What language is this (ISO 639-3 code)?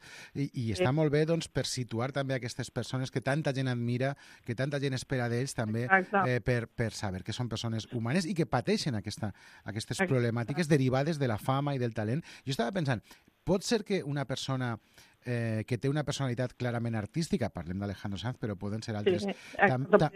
cat